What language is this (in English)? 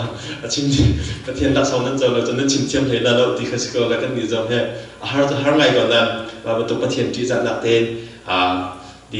Hakha Chin